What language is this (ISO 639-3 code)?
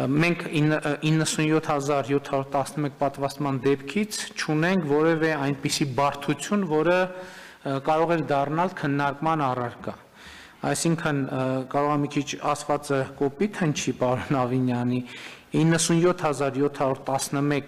hye